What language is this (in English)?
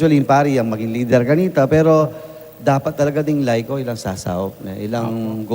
Pampanga